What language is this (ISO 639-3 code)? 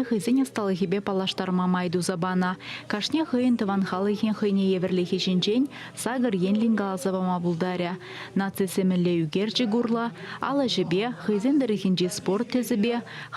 chv